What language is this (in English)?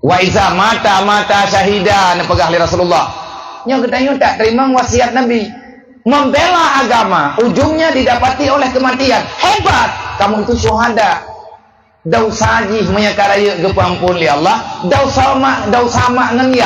Achinese